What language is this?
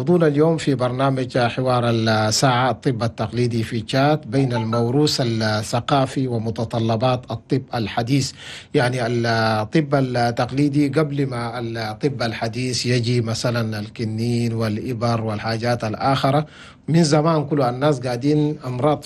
Chadian Arabic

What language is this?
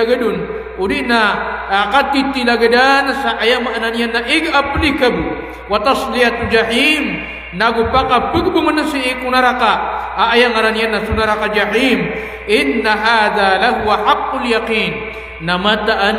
Maranao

